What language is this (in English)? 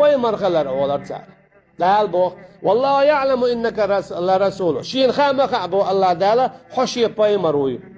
Chechen